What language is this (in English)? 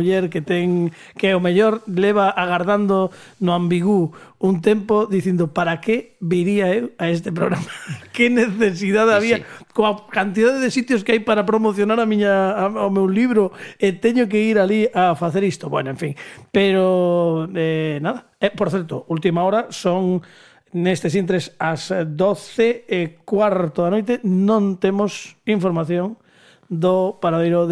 Galician